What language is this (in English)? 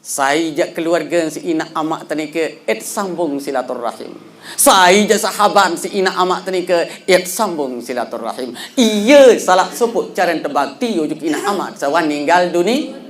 Sasak